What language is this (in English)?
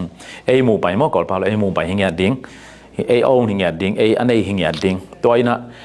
Tedim Chin